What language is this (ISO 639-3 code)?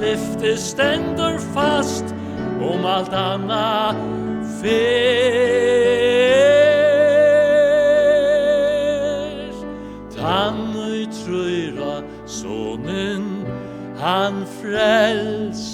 fao